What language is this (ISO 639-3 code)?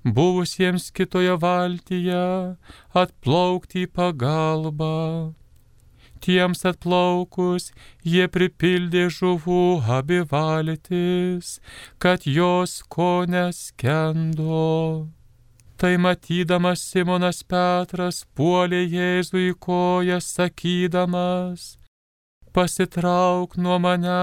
lit